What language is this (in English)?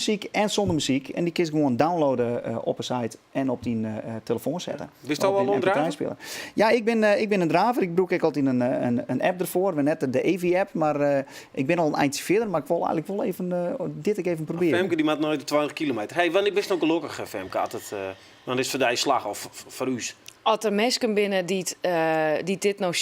Western Frisian